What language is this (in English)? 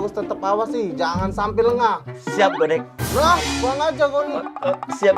Musi